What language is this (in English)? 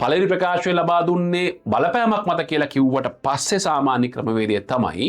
Sinhala